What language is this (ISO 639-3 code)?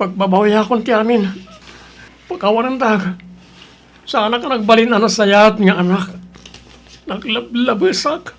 ilo